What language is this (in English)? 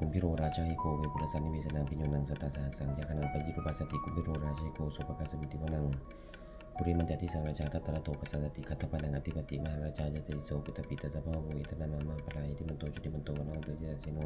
Pali